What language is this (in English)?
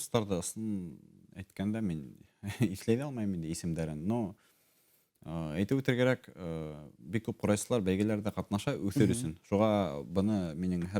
Bashkir